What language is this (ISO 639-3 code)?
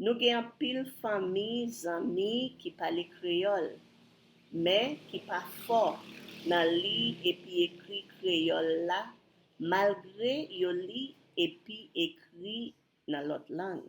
hat